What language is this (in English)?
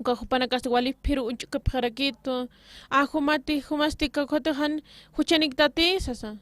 Aymara